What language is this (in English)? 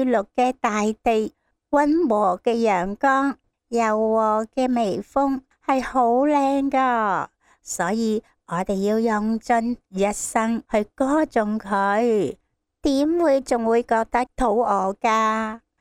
Cantonese